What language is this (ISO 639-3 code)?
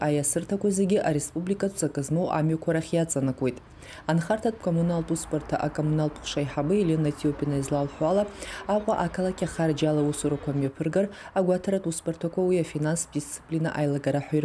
abk